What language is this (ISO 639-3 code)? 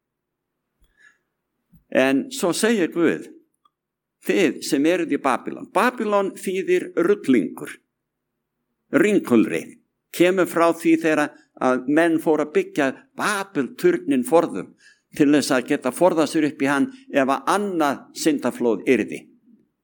isl